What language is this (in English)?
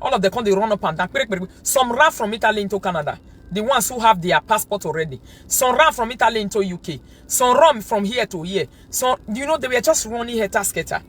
Nigerian Pidgin